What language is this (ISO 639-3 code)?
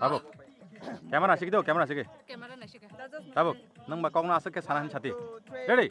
trp